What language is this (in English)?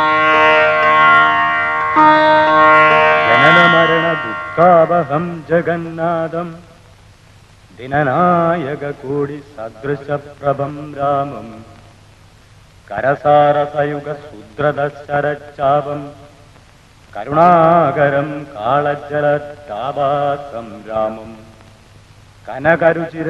Malayalam